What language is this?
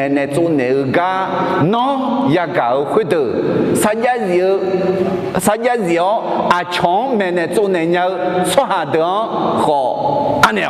Akha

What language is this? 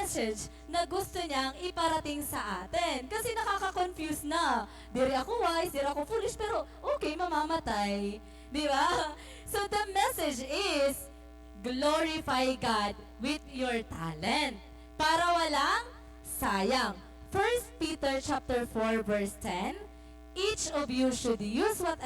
Waray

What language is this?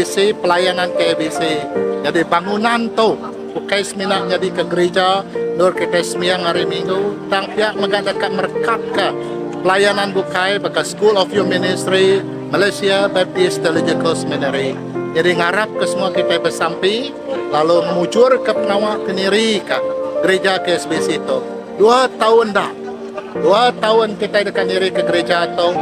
Iban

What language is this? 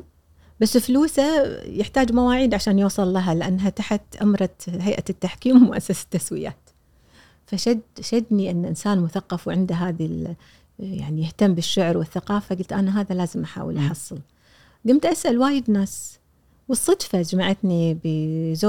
Gulf Arabic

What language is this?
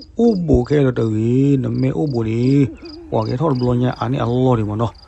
S'gaw Karen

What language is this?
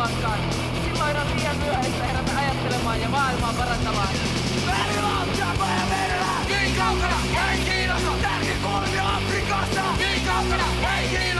Finnish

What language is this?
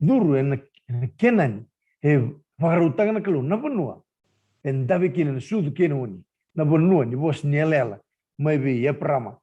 Fijian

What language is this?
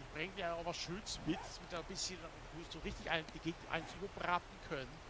Swiss German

